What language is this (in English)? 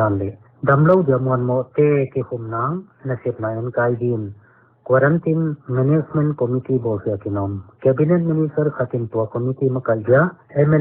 Paite Chin